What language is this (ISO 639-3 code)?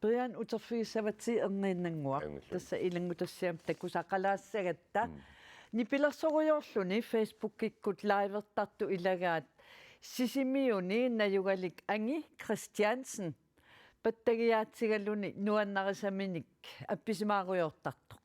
kal